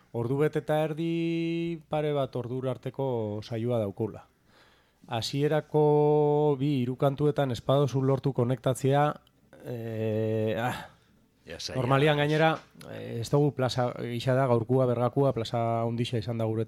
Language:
Basque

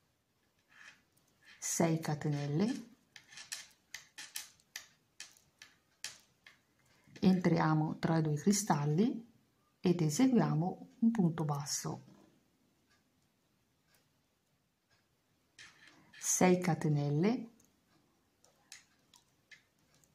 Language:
Italian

